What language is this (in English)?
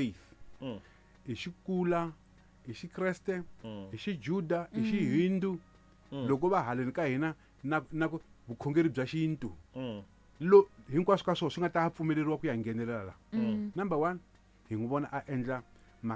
Tsonga